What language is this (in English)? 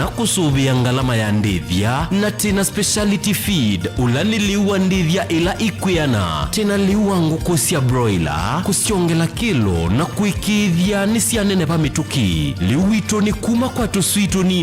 Kamba